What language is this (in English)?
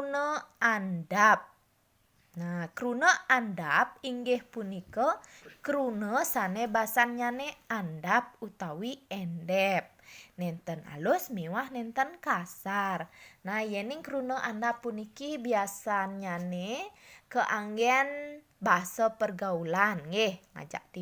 Balinese